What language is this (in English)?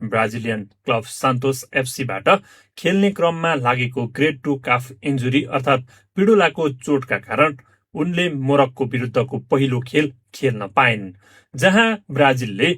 Nepali